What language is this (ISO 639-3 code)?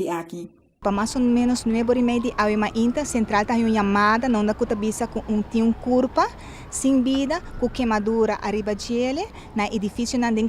pap